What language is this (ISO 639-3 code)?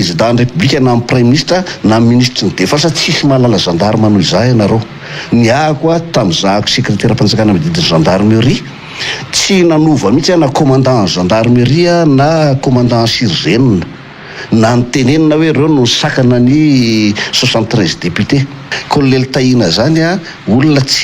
mlg